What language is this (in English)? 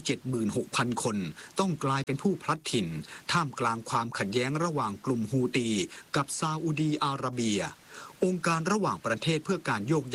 Thai